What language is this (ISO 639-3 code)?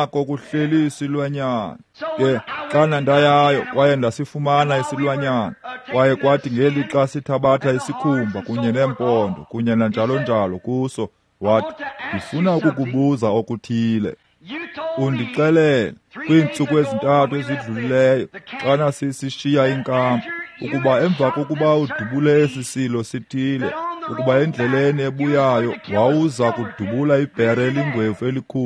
xho